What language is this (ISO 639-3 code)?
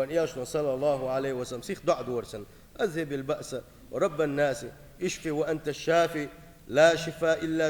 che